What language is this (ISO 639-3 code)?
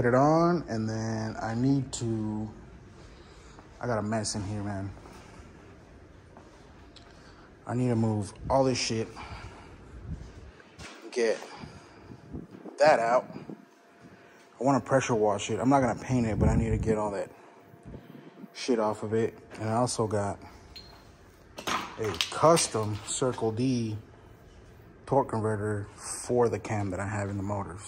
eng